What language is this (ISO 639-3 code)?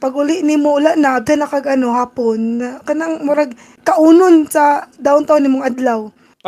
ceb